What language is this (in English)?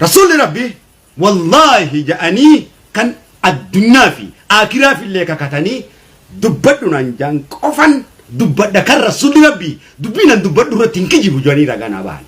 Oromo